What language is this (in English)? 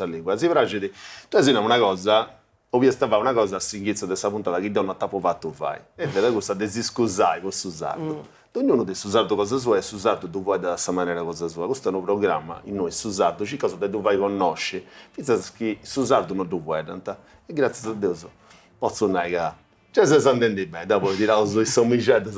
Sardinian